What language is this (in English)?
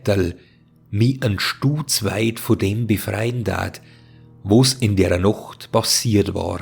Bavarian